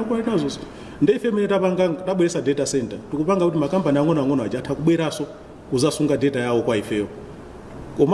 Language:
Nyanja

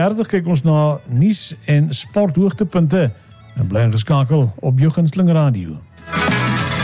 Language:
Afrikaans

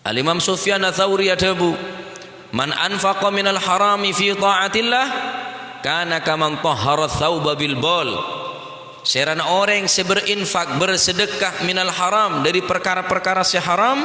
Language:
Madurese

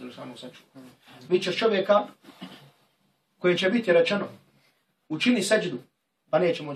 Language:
Bosnian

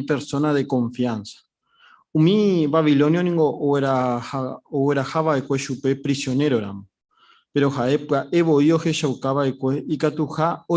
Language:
Guarani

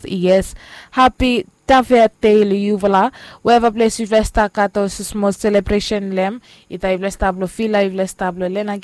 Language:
Bislama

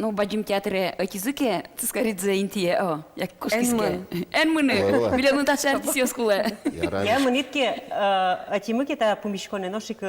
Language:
Udmurt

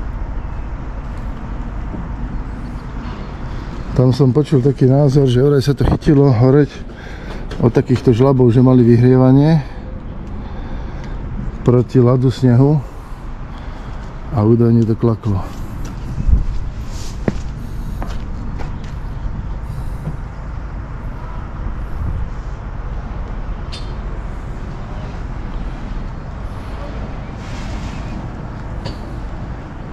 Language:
Slovak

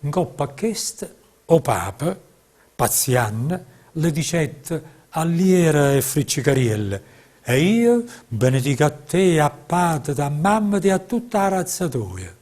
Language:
Neapolitan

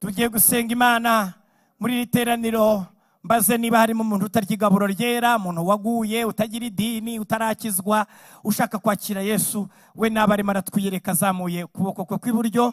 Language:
Kinyarwanda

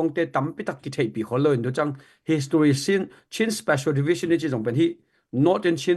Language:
Tedim Chin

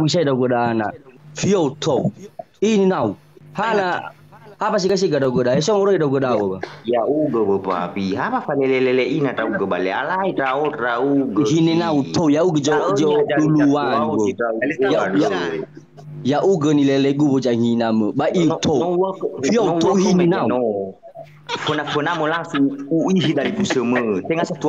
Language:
Nias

